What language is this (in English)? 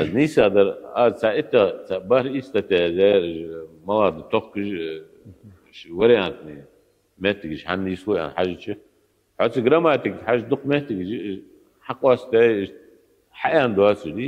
Ingush